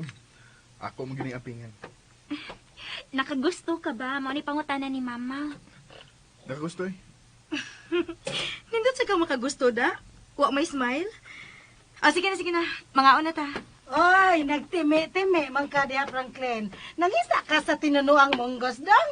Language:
Cebuano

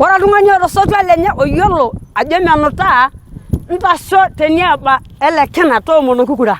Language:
Masai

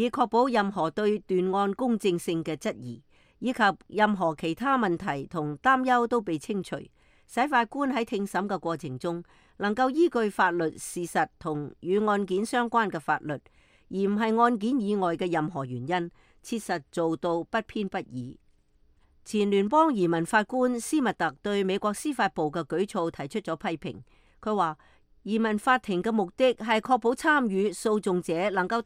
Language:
Cantonese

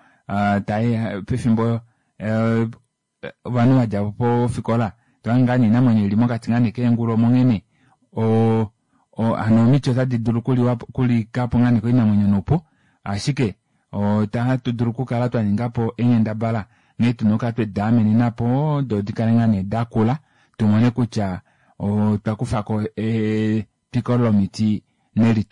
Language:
Kuanyama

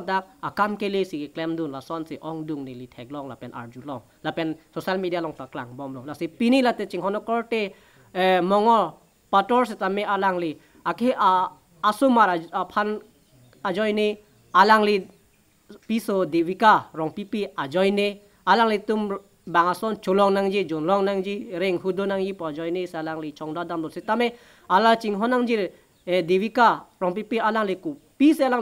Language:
Karbi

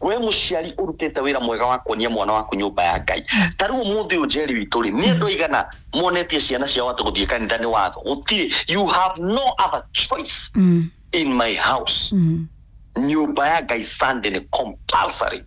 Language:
Kikuyu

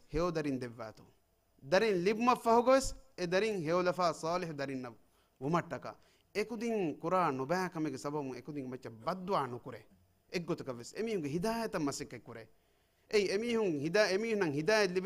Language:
Divehi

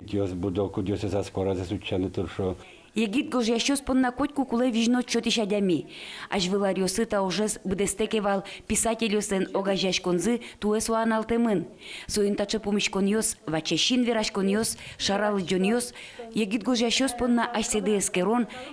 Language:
Udmurt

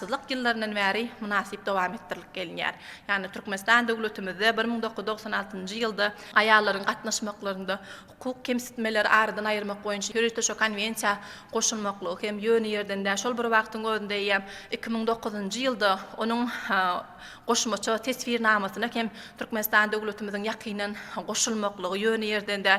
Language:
Turkmen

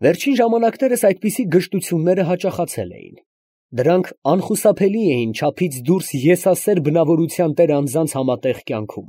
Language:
Armenian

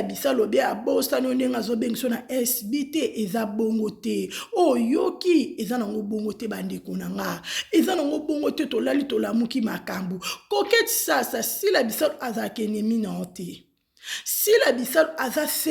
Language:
Lingala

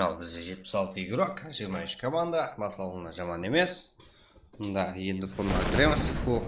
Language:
Kara-Kalpak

